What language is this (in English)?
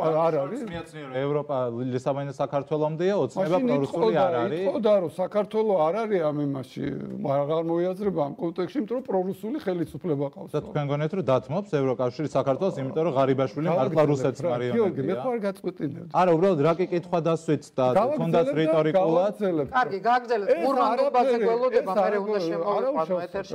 Georgian